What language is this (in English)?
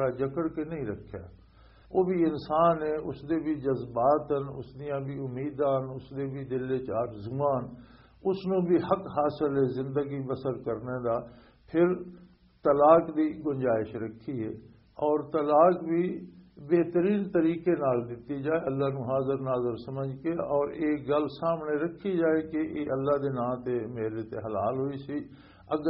Western Panjabi